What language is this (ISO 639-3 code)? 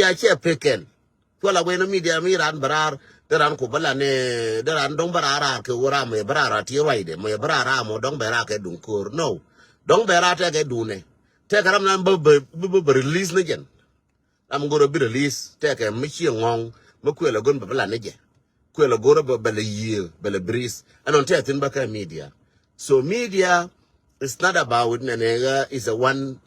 nus